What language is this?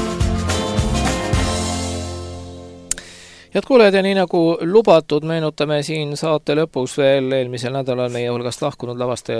Estonian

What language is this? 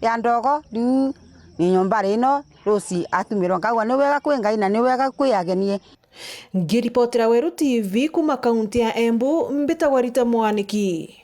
Meru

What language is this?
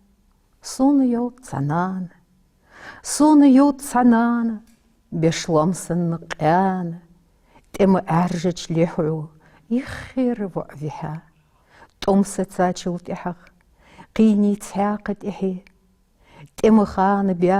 Ingush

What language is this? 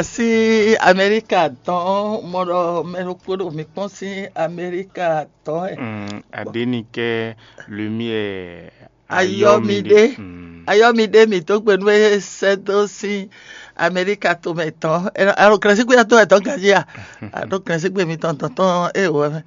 Fon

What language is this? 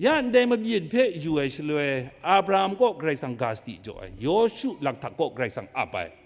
Kachin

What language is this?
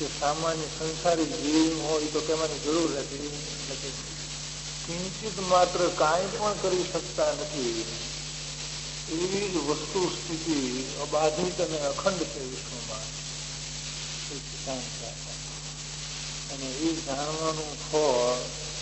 Gujarati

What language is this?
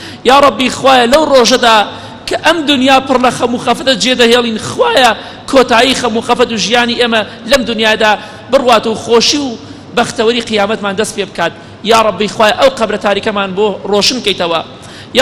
Central Kurdish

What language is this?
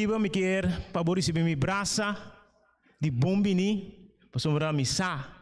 Papiamento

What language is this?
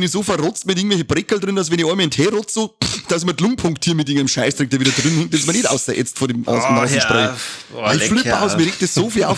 Bavarian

